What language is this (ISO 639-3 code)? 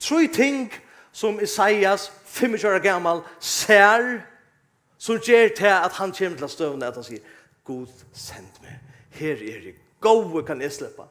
fao